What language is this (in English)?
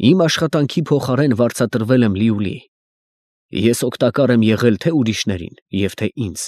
Armenian